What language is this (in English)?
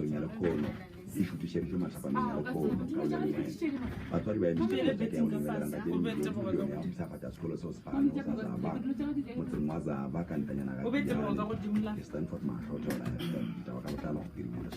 Northern Sotho